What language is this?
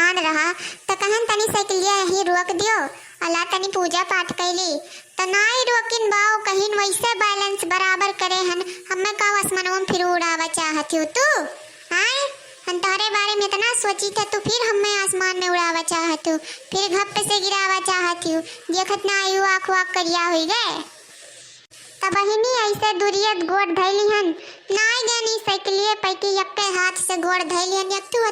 Awadhi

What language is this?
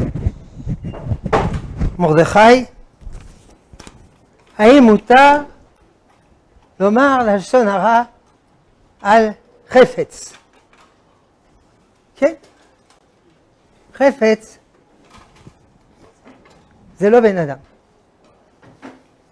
Hebrew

